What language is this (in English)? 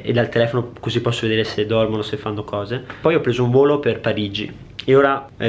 Italian